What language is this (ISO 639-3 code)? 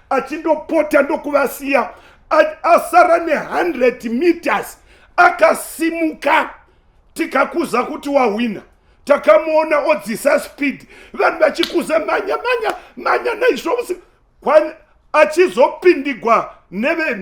sna